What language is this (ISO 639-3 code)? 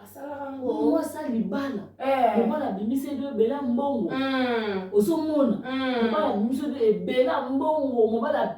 lin